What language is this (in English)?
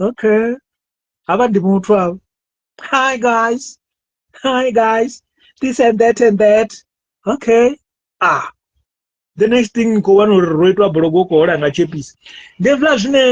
Venda